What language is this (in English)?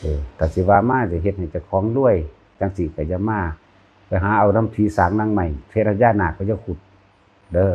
Northeastern Thai